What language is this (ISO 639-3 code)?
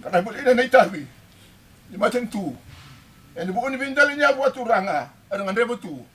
fij